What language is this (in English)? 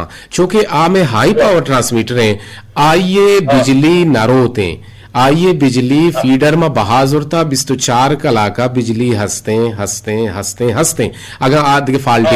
Eastern Balochi